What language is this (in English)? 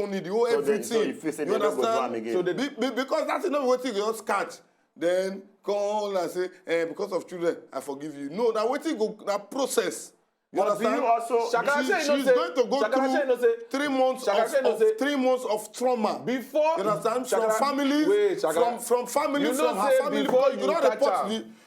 Nigerian Pidgin